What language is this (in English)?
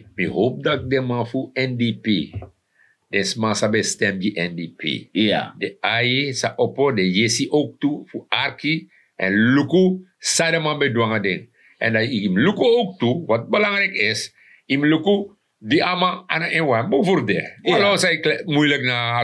Sranan Tongo